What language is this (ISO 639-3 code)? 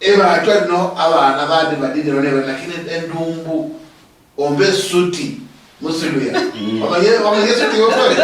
luy